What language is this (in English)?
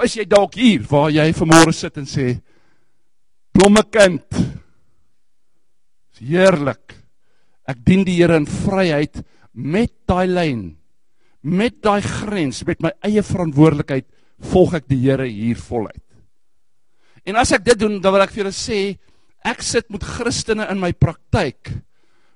Afrikaans